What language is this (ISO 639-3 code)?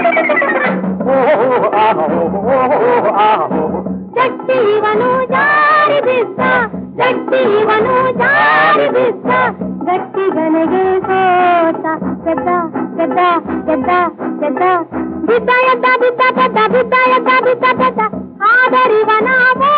kan